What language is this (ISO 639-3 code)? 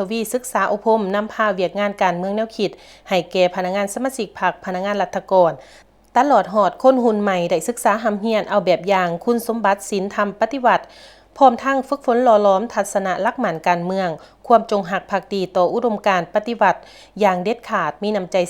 lao